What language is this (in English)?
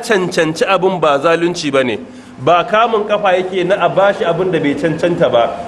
Hausa